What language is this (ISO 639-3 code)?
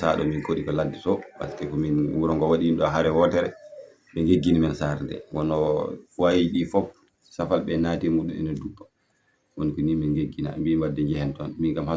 ful